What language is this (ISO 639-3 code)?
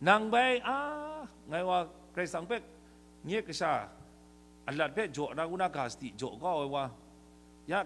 kac